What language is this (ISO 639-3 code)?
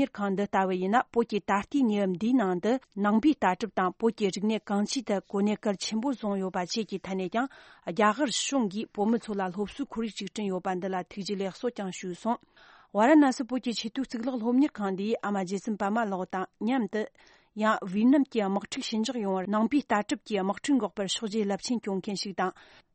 bod